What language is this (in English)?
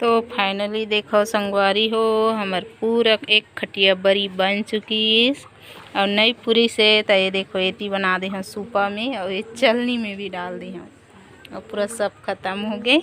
Chhattisgarhi